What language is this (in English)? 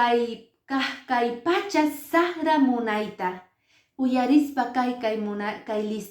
Quechua